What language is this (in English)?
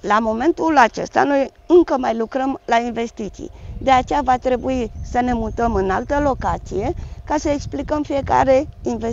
Romanian